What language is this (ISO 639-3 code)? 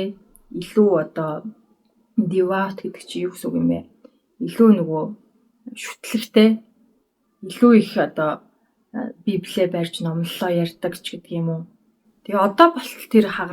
mon